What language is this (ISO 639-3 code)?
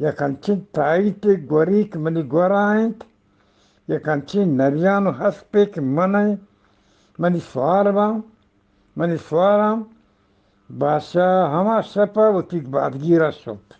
bgp